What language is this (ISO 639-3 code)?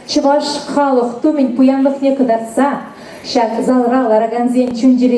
chv